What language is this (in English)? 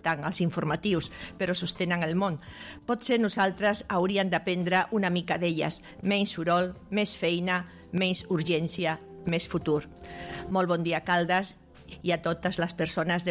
Catalan